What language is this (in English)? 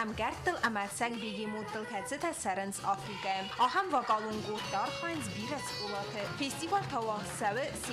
Ossetic